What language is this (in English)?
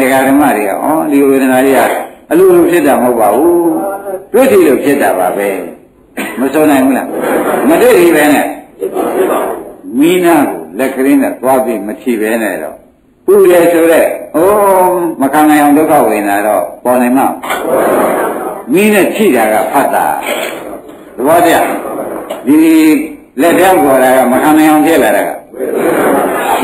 Burmese